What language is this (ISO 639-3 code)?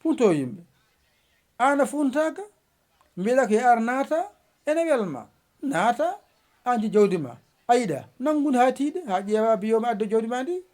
ful